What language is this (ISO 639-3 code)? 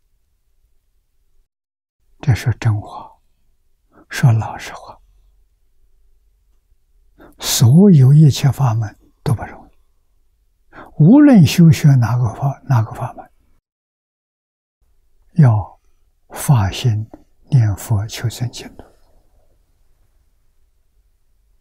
zho